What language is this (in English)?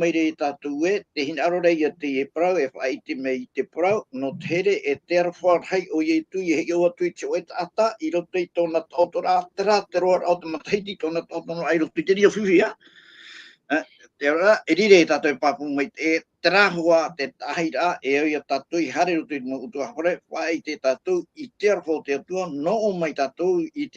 Tahitian